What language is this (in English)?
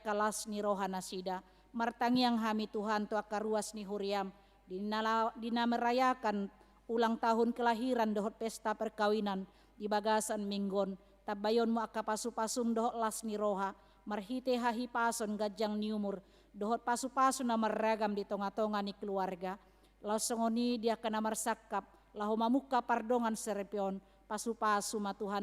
Batak Toba